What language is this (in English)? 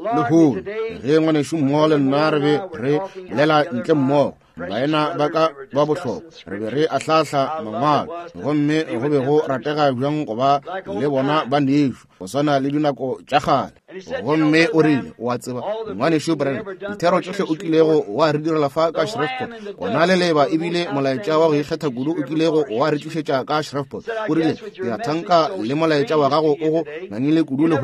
Northern Sotho